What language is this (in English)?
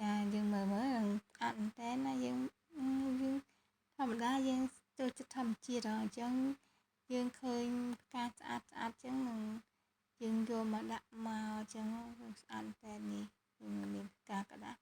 Khmer